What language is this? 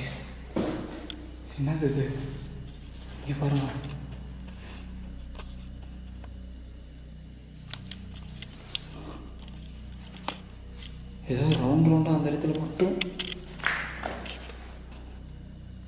Tamil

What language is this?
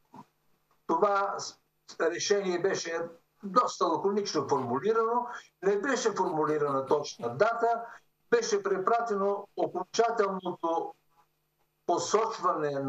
Bulgarian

